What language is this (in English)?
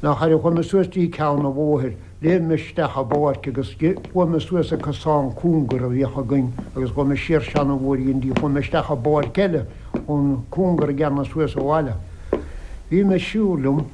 Irish